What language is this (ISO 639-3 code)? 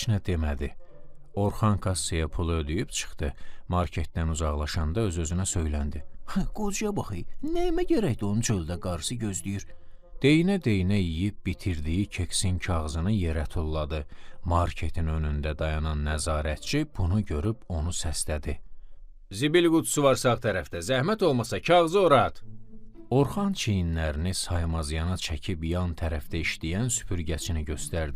aze